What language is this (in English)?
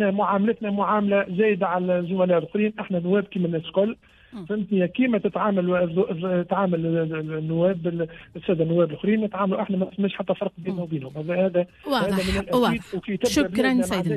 Tunisian Arabic